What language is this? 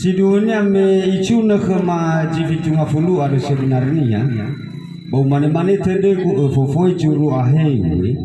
Nias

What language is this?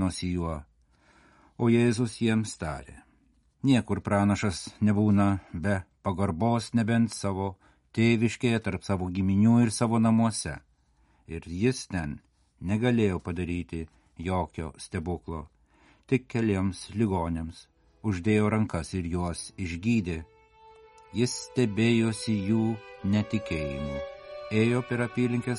Lithuanian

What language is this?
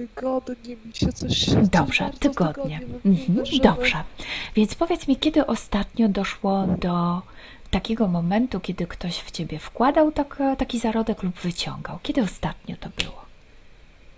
Polish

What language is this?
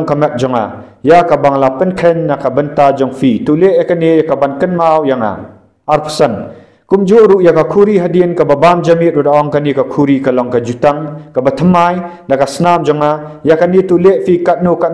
Khasi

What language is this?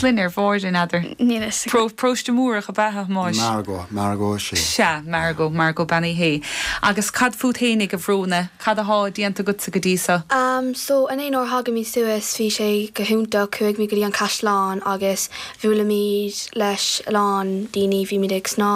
Irish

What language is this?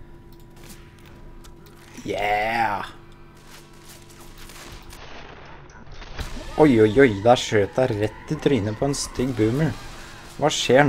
Norwegian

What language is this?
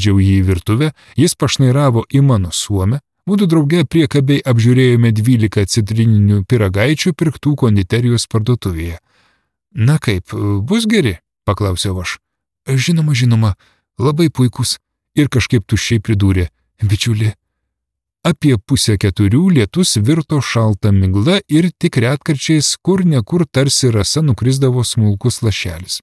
Lithuanian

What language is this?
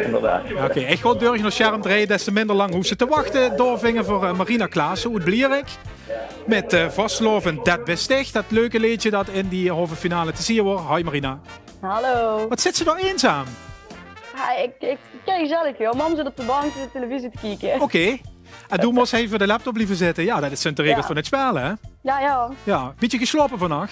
Limburgish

